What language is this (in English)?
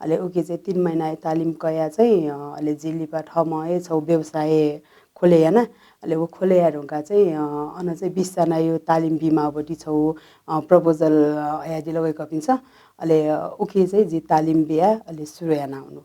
Newari